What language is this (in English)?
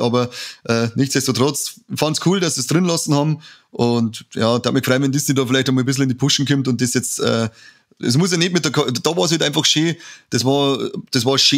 Bavarian